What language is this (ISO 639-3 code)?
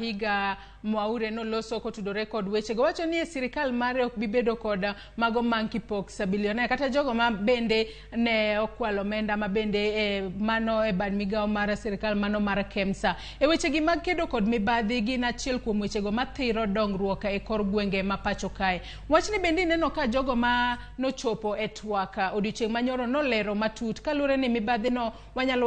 luo